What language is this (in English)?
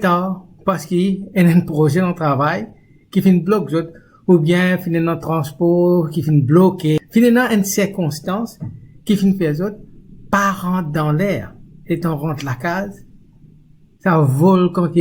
Morisyen